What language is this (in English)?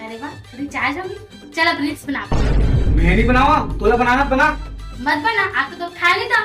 Chhattisgarhi